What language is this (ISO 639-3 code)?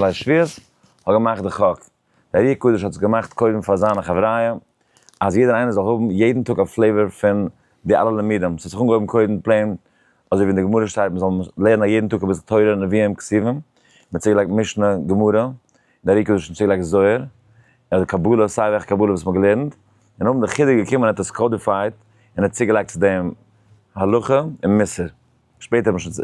yid